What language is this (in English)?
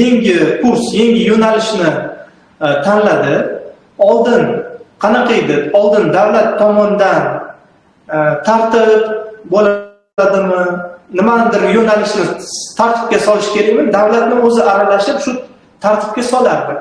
Uzbek